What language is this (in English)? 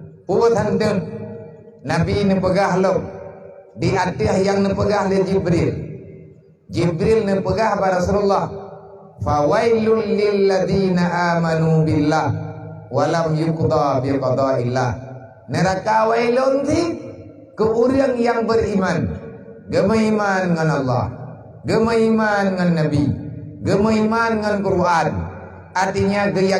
Achinese